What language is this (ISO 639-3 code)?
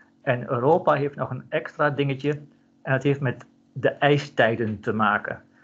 nld